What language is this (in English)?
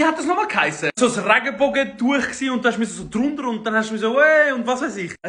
Swiss German